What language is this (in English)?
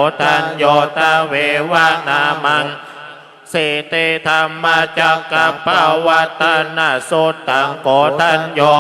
Pali